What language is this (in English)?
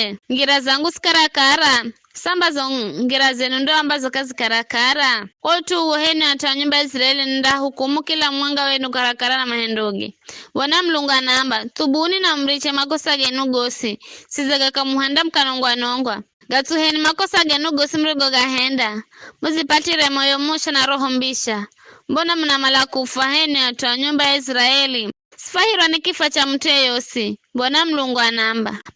Giryama